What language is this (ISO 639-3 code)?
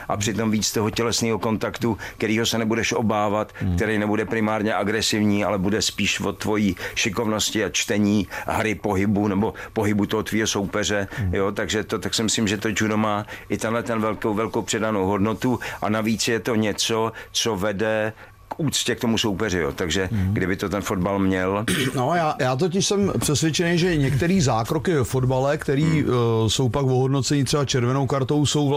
ces